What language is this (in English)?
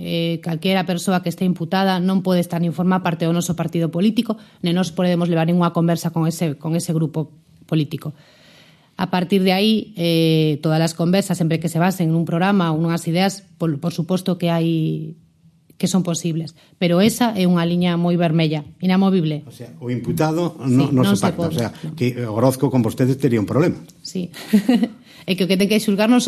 Galician